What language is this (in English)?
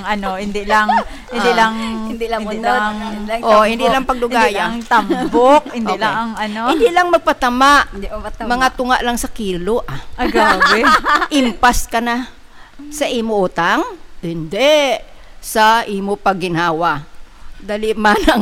Hiligaynon